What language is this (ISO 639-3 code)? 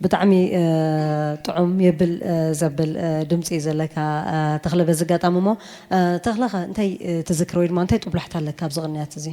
tir